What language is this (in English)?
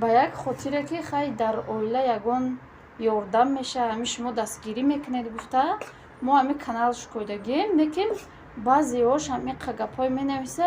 Tajik